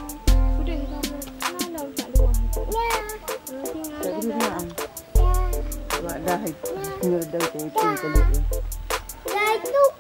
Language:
Malay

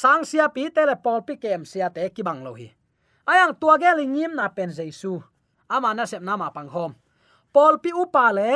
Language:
Tedim Chin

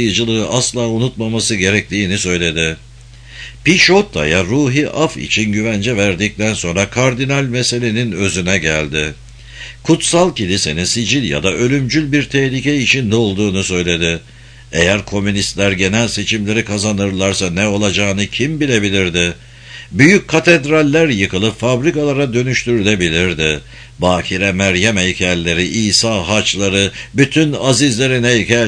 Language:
Turkish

